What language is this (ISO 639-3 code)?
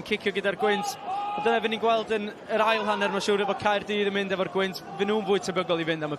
cym